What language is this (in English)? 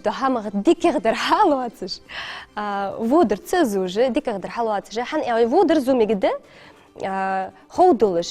Ingush